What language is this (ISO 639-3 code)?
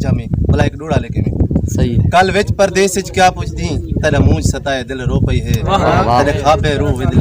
skr